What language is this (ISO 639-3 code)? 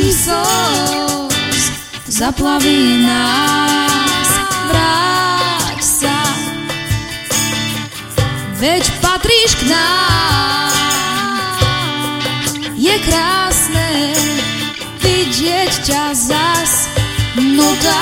slk